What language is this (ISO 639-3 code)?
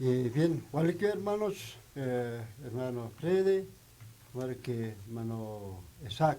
aym